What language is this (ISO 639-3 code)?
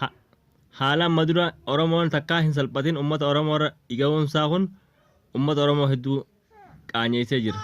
orm